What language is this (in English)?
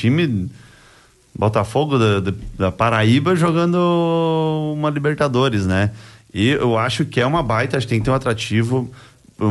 Portuguese